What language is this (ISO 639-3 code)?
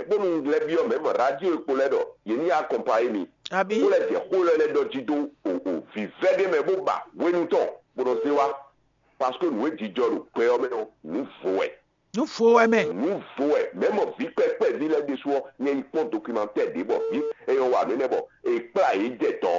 fon